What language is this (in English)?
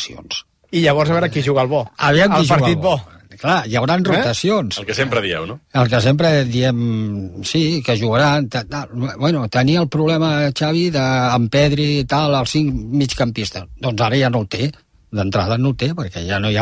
Catalan